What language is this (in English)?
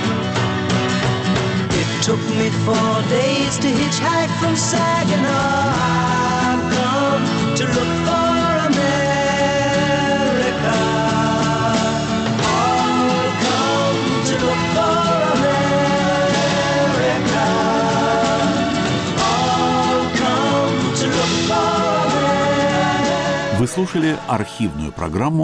Russian